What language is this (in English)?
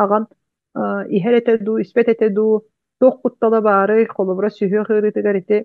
Yakut